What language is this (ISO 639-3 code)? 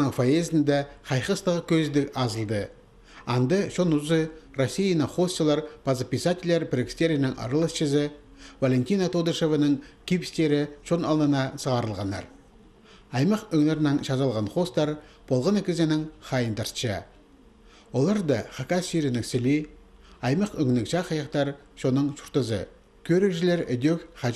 kjh